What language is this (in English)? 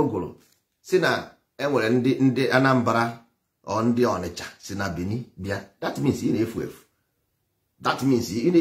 Igbo